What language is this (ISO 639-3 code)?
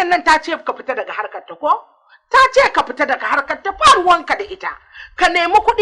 hau